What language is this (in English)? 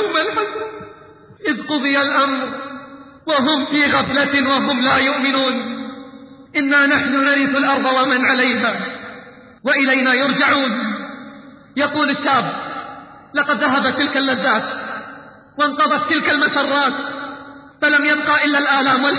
Arabic